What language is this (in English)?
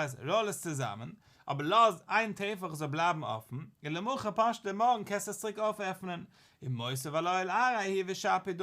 Yiddish